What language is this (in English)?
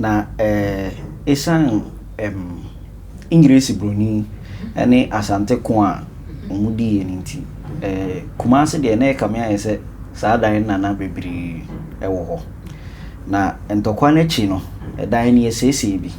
Akan